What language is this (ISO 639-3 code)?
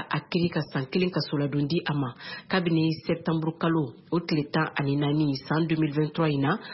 bam